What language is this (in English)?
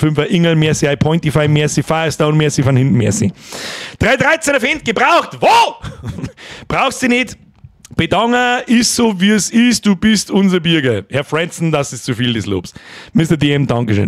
Bavarian